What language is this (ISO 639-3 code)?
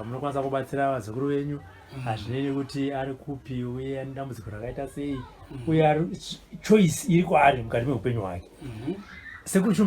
sna